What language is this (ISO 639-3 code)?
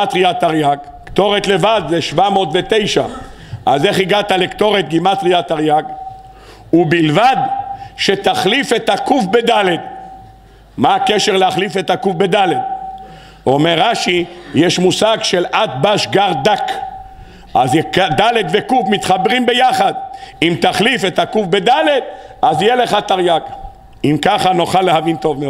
heb